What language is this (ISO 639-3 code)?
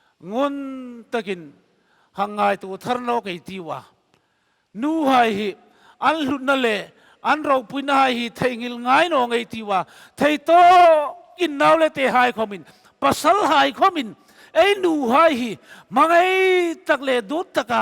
hmr